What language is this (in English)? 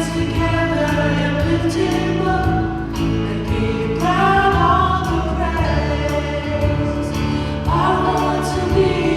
Samoan